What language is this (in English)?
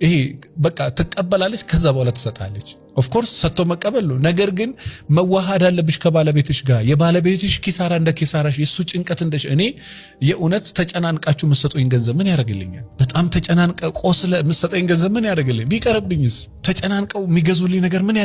Amharic